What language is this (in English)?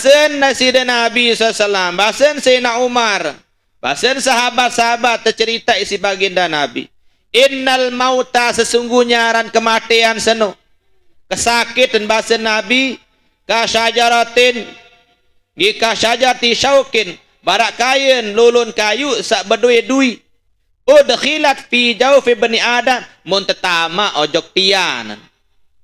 Sasak